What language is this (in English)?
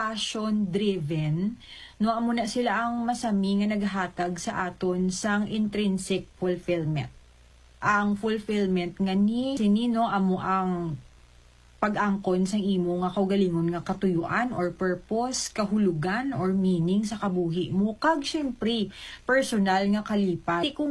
Hiligaynon